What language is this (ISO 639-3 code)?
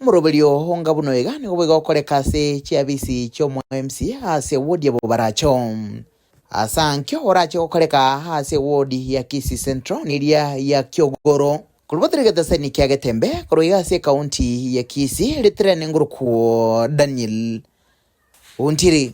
guz